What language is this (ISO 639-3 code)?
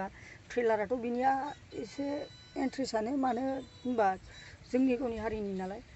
brx